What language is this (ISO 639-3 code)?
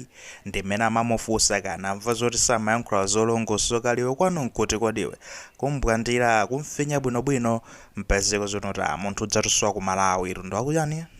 nya